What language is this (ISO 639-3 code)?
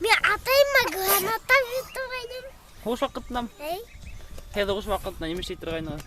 bak